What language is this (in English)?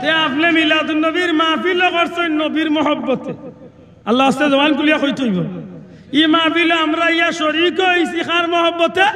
Sylheti